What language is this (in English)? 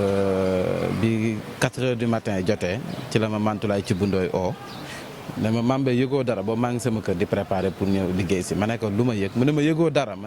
Wolof